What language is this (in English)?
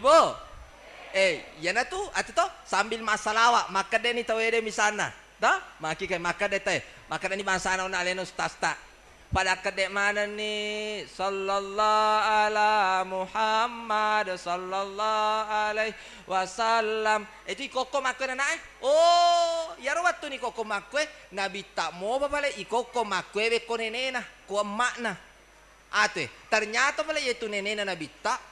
Buginese